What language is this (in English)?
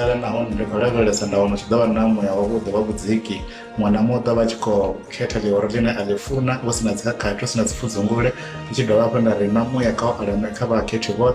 Venda